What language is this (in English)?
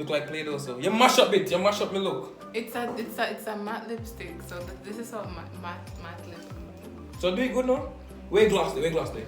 Jamaican Creole English